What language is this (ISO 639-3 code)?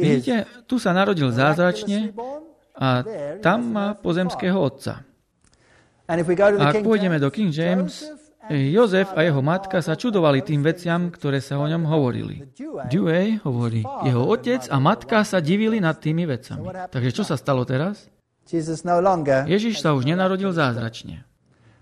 slk